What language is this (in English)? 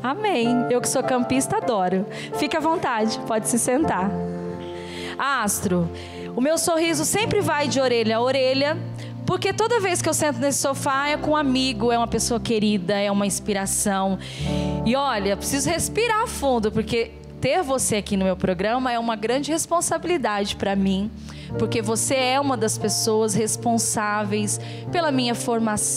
Portuguese